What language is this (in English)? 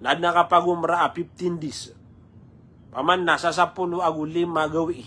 Maranao